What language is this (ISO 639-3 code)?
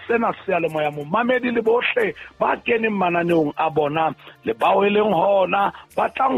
sot